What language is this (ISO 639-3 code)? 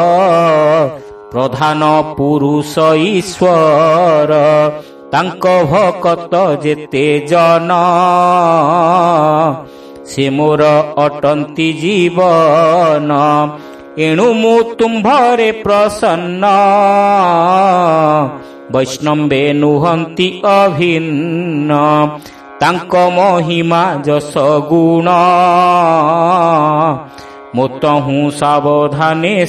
ori